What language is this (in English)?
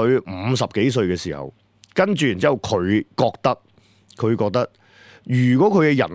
Cantonese